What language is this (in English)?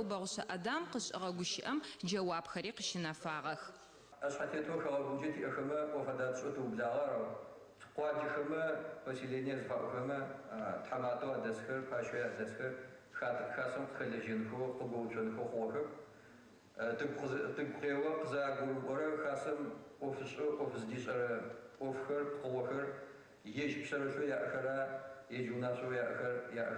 Adyghe